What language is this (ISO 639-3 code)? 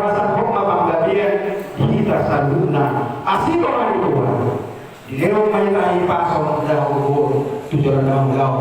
bbc